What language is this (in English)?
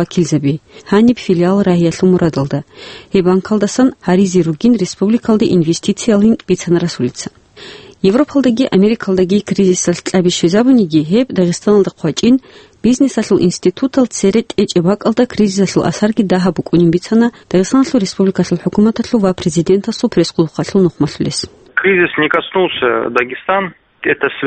Avaric